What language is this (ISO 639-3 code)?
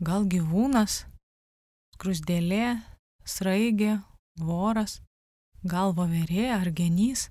lit